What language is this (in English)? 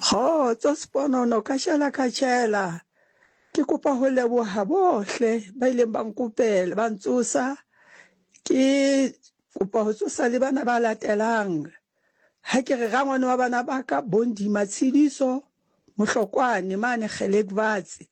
Southern Sotho